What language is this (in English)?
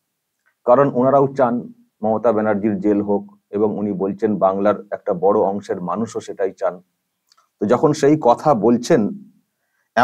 Bangla